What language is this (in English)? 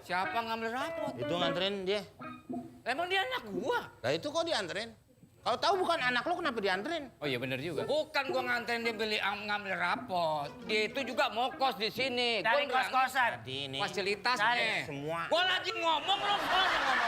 Betawi